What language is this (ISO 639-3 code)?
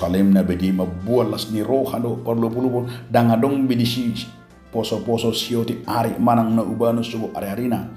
bbc